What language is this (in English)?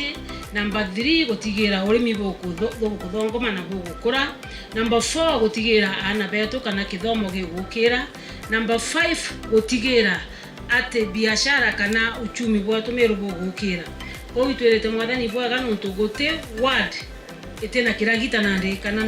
Meru